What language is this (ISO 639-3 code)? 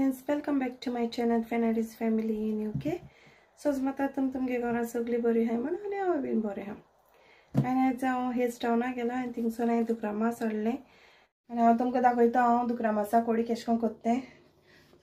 kok